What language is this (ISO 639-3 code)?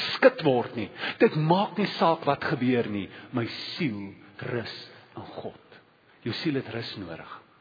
afr